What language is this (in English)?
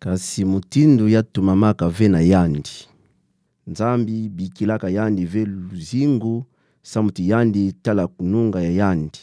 Kituba (Democratic Republic of Congo)